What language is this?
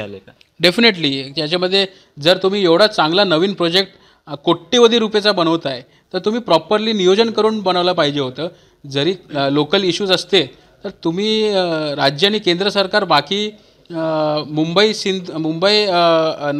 Marathi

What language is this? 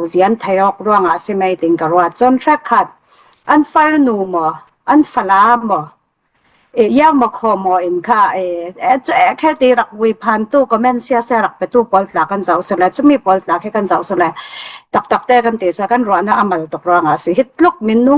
Falam Chin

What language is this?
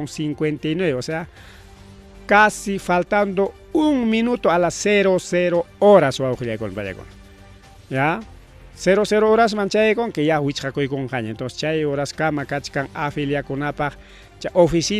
Ayacucho Quechua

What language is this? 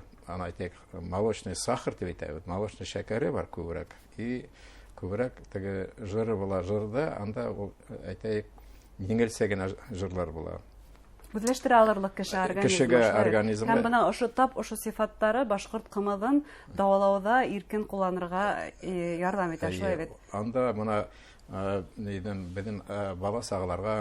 Bashkir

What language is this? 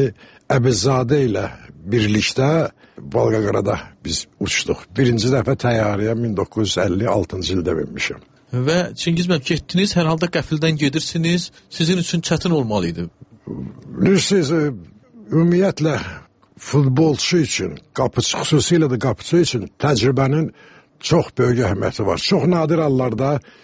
Azerbaijani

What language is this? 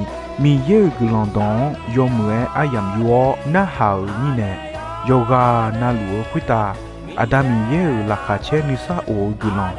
Akha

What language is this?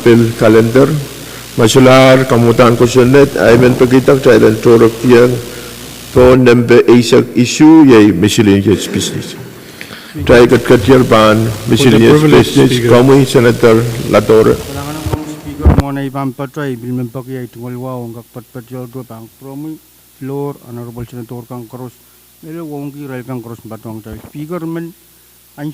Pohnpeian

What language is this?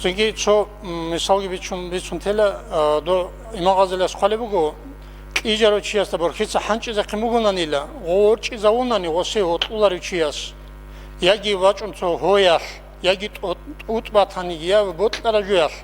Avaric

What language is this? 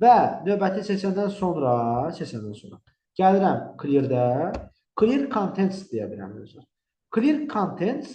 Azerbaijani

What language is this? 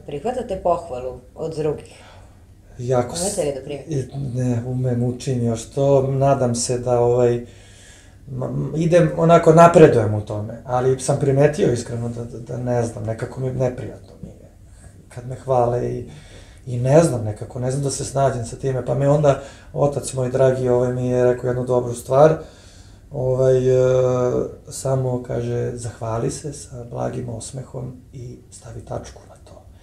Serbian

